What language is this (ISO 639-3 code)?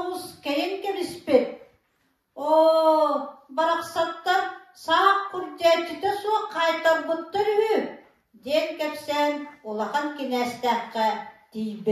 sah